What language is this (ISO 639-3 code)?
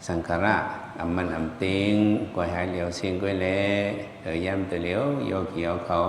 shn